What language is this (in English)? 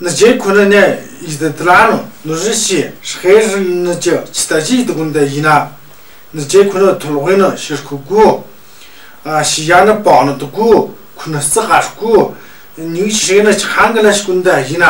Tu